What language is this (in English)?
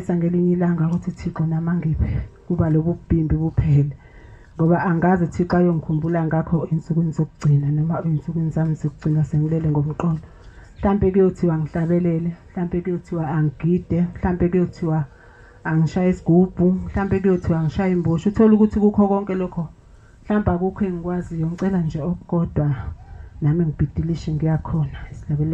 Zulu